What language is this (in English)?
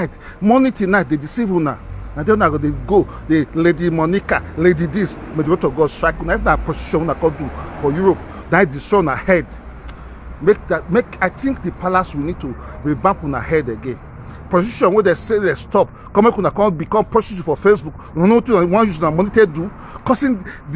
Nigerian Pidgin